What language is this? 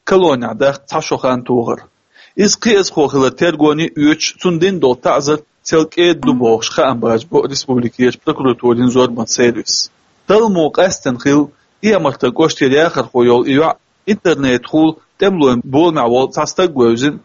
Chechen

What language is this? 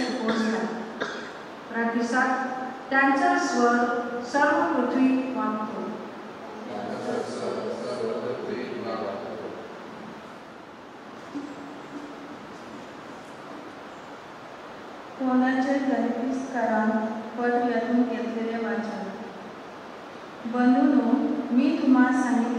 Konkani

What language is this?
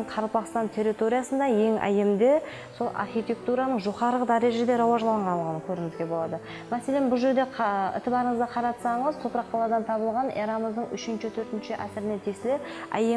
Kara-Kalpak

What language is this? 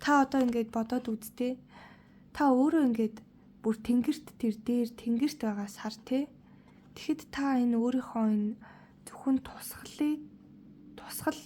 Mongolian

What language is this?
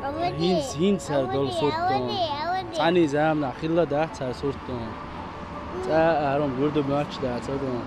Chechen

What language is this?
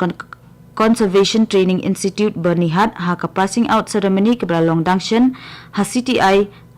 Khasi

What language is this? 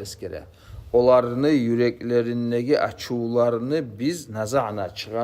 Kumyk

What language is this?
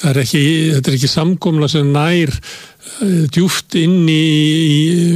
Icelandic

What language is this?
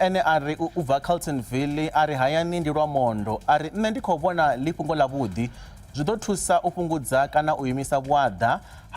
Venda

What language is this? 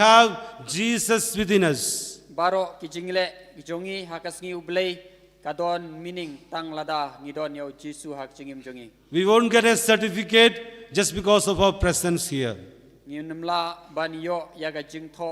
Khasi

